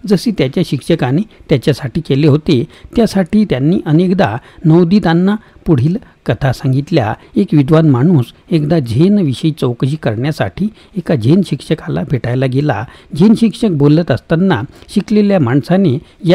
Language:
Marathi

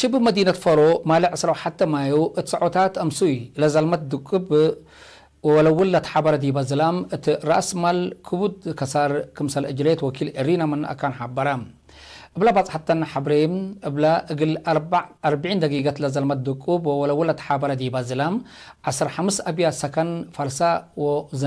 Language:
Tigre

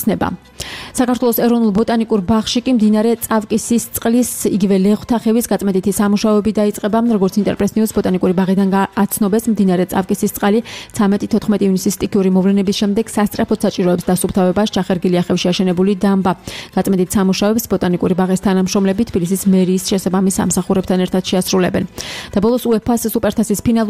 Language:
Georgian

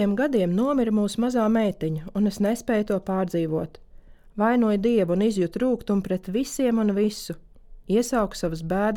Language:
Latvian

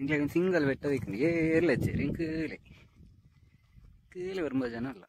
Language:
Tulu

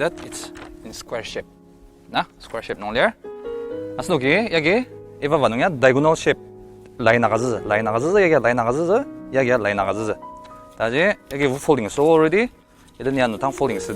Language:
Ao Naga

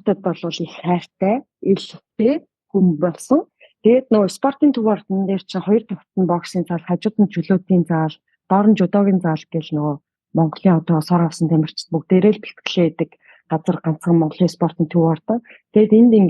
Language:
Mongolian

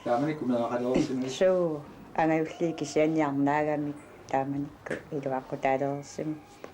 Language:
Kalaallisut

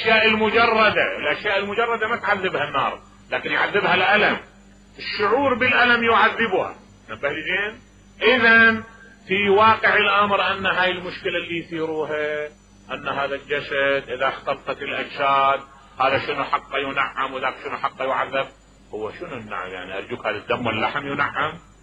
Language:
Mesopotamian Arabic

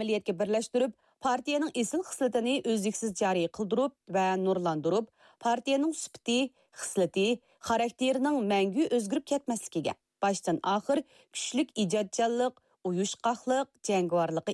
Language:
Uyghur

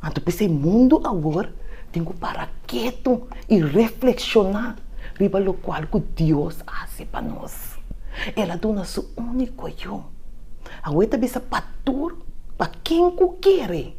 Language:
Papiamento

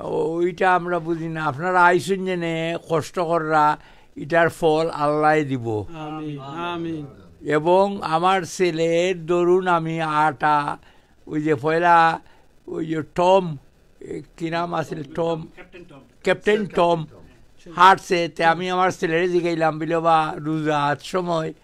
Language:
Sylheti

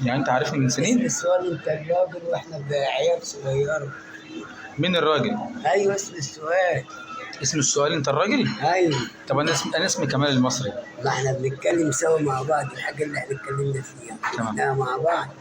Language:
Egyptian Arabic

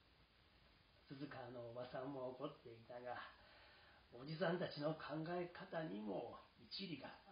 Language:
Japanese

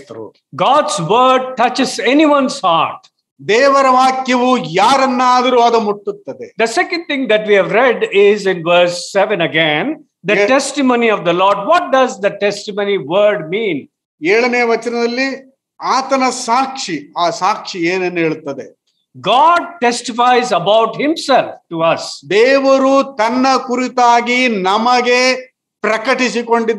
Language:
Kannada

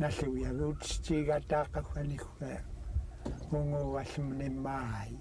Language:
Central Yupik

